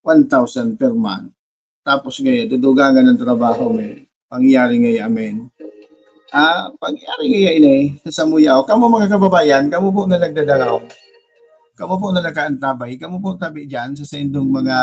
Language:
Bikol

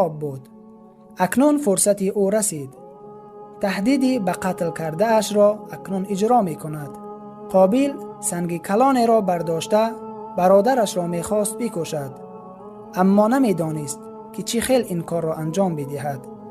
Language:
Tajik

